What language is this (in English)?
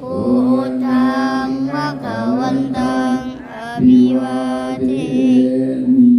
Pali